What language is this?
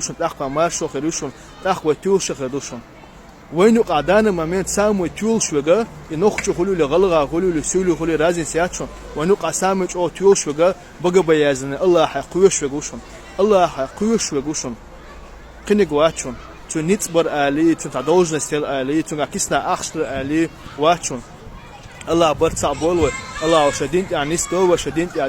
Chechen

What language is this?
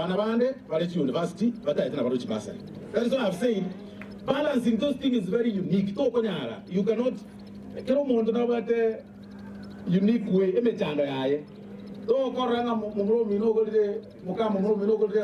Gusii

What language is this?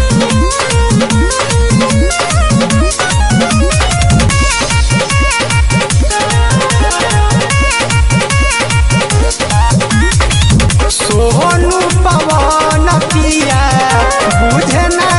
Bhojpuri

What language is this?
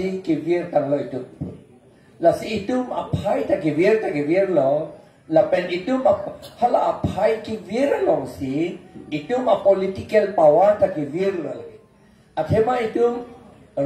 Karbi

